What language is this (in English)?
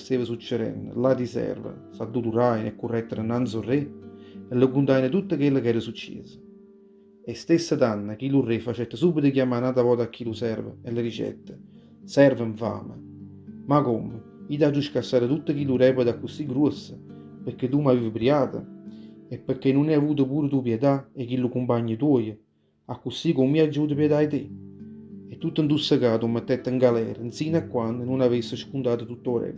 Neapolitan